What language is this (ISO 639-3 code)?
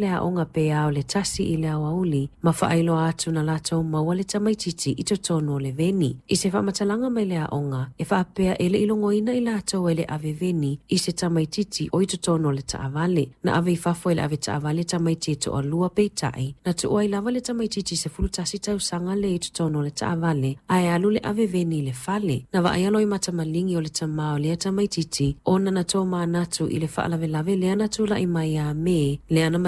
smo